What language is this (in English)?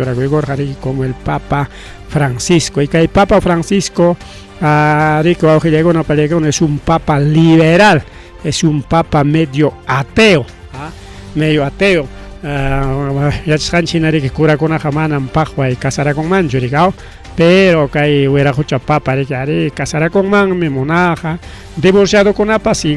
Ayacucho Quechua